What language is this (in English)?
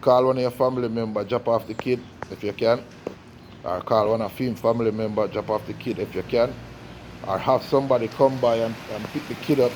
Jamaican Creole English